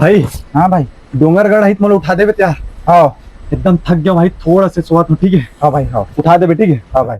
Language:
Chhattisgarhi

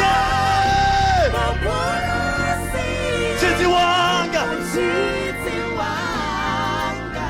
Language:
Venda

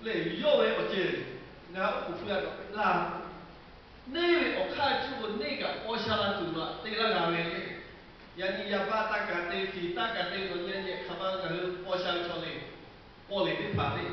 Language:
Lahu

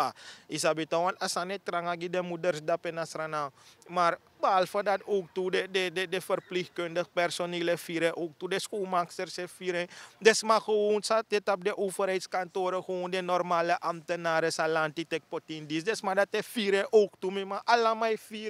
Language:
Sranan Tongo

